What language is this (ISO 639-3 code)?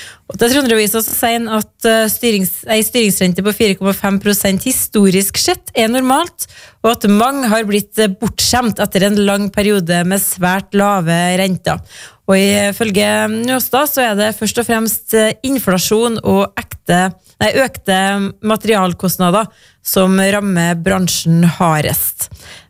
nor